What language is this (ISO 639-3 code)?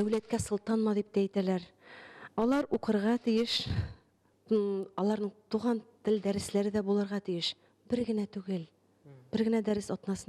tat